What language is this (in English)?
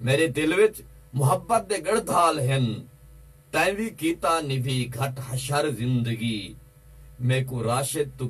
Saraiki